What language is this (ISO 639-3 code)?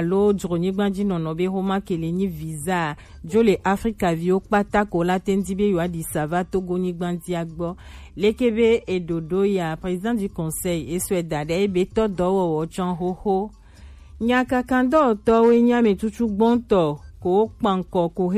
gej